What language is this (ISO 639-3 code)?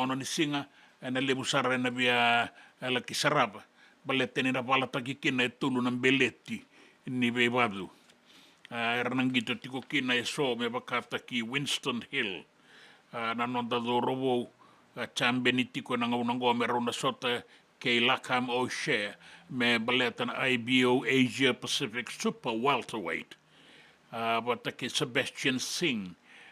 fij